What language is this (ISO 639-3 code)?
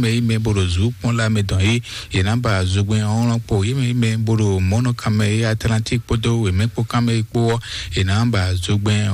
fon